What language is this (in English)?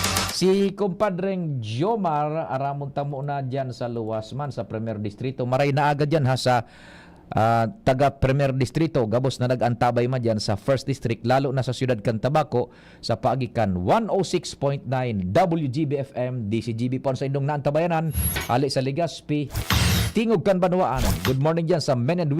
Bikol